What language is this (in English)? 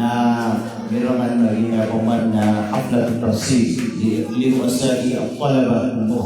Maranao